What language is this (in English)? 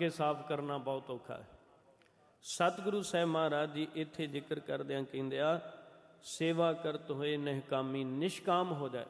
Punjabi